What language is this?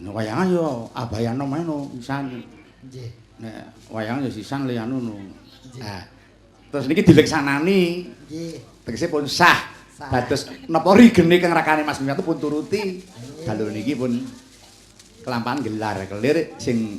Javanese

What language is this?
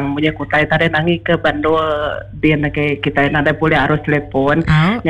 Iban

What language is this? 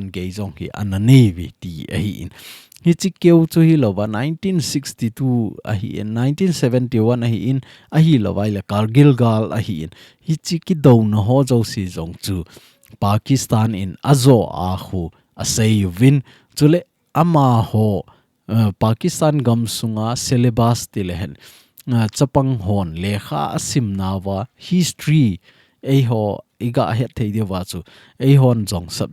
Thado Chin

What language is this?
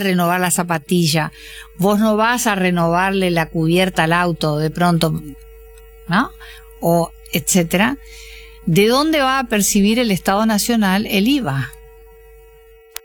Spanish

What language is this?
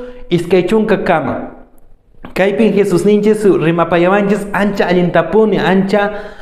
Quechua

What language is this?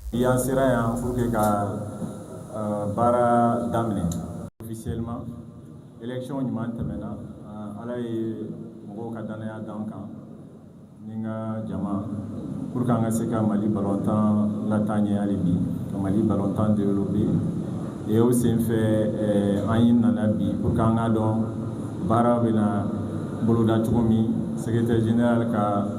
Bambara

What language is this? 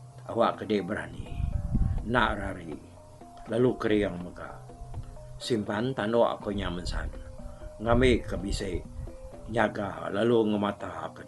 Iban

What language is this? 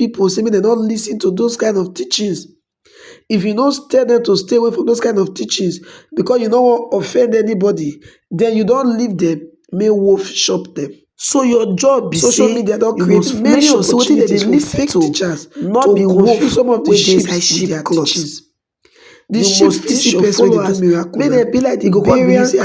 Nigerian Pidgin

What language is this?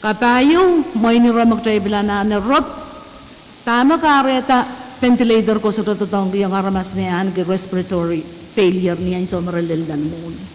Pohnpeian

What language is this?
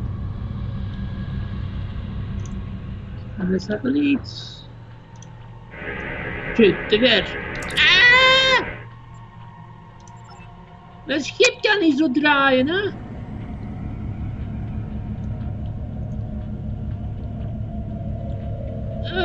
Dutch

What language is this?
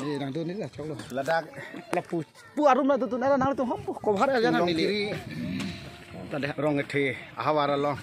Karbi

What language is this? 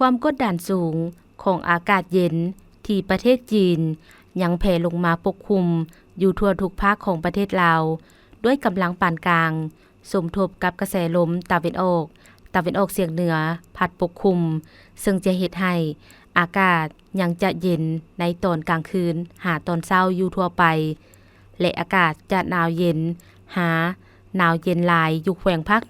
Lao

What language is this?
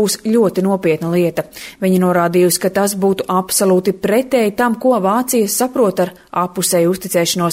Latvian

